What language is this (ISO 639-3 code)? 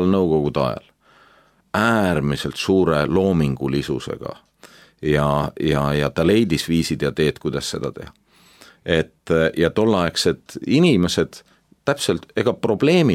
est